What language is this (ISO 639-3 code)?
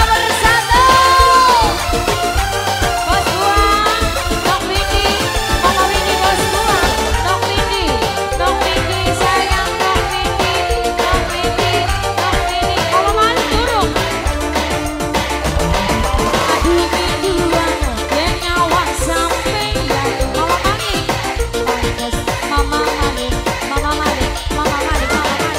jav